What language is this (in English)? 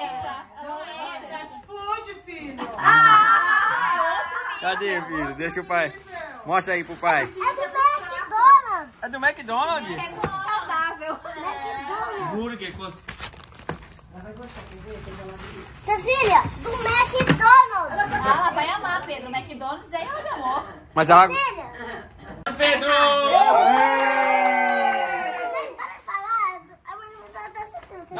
Portuguese